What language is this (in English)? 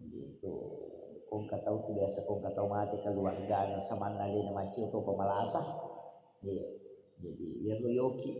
Buginese